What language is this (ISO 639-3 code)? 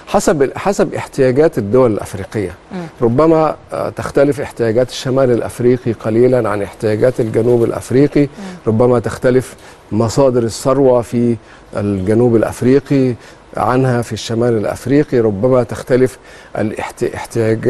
ara